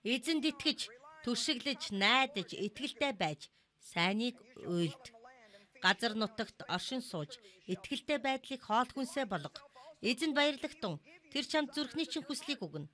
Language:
Mongolian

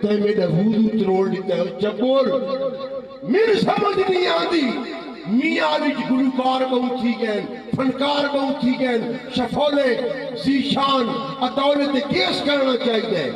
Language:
Saraiki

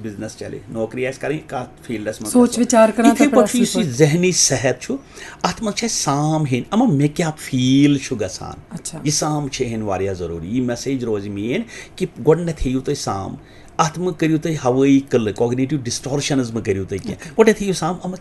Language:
Kashmiri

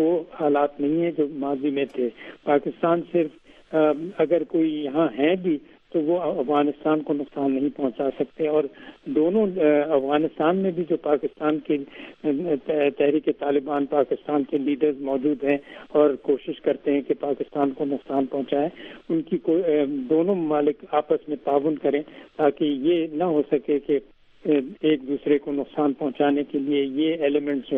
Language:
Urdu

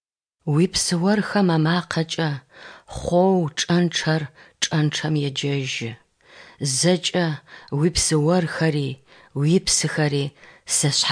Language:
Adyghe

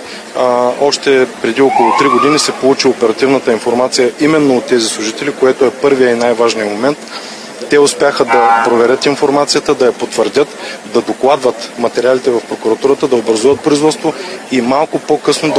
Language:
Bulgarian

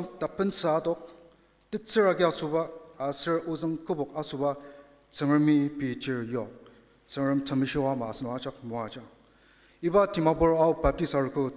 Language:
Ao Naga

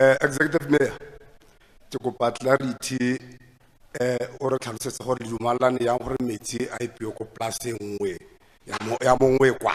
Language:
Tswana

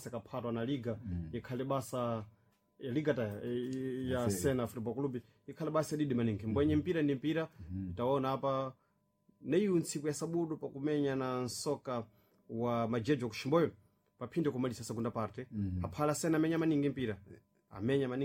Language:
Sena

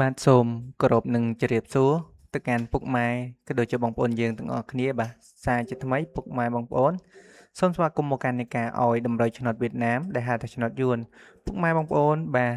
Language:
Khmer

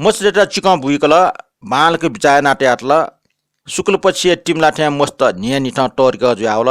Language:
Newari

